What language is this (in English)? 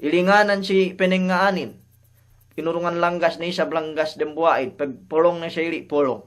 Yakan